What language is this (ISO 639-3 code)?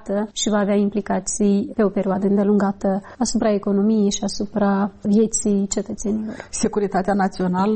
ron